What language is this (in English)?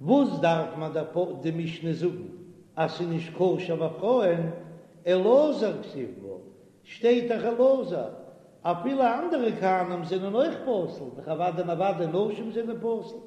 Yiddish